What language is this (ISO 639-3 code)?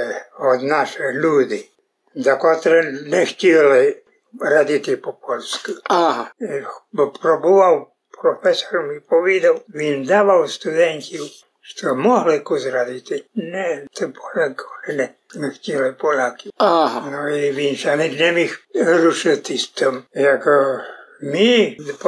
rue